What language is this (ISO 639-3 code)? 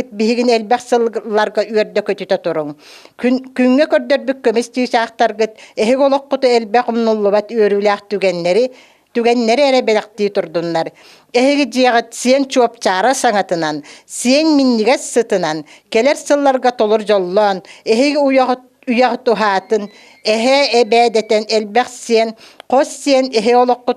sah